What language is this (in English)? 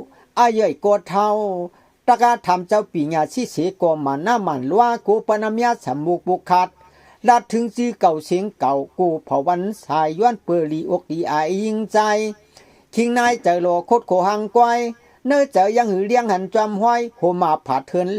Shan